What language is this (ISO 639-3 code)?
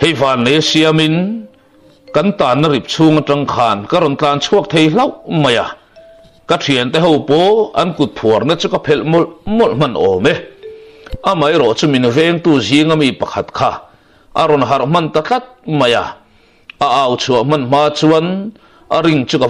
lus